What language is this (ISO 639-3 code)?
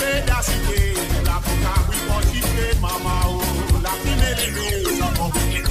mfe